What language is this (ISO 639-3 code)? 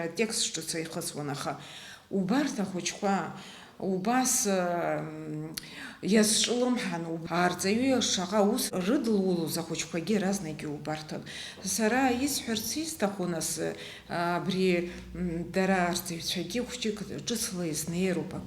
abk